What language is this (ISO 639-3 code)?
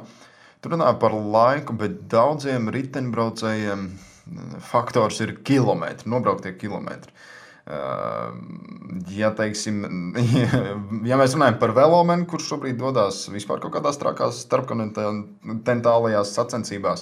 lav